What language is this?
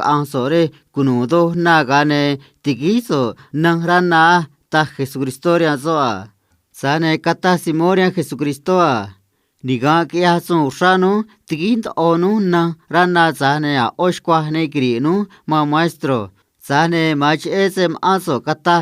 Copala Triqui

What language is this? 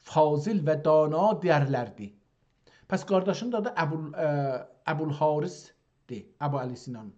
South Azerbaijani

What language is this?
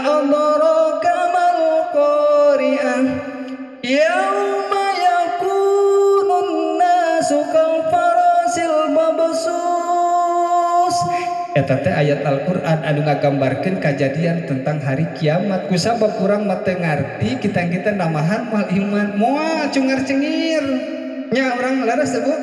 Sundanese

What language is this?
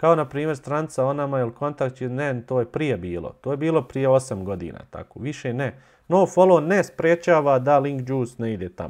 Bosnian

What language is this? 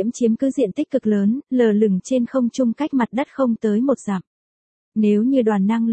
Vietnamese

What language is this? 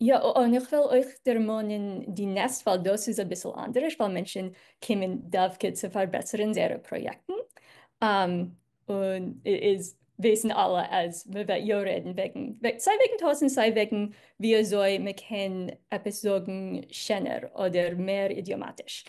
Yiddish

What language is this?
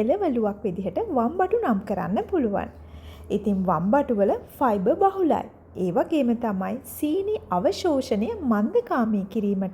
Sinhala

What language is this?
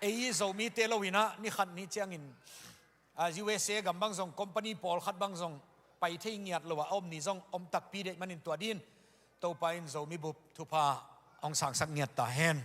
Tedim Chin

